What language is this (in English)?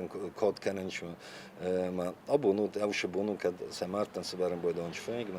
Ossetic